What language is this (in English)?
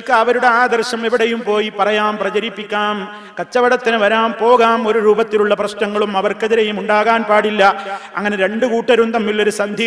Malayalam